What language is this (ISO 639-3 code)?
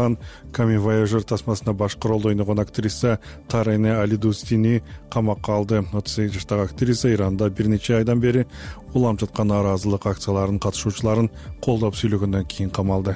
kir